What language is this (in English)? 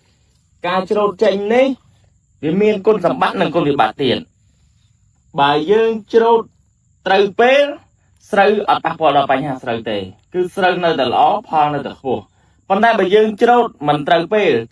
Khmer